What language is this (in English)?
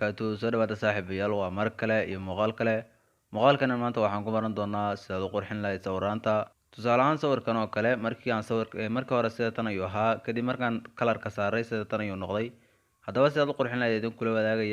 Somali